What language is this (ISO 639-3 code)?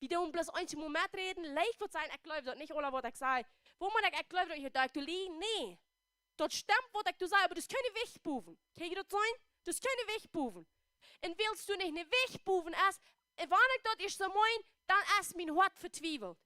pdt